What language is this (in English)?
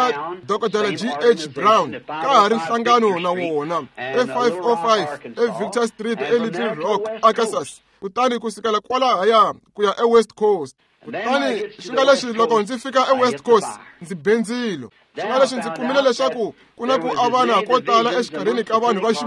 Tsonga